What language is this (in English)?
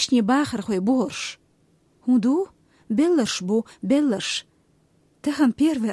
Chechen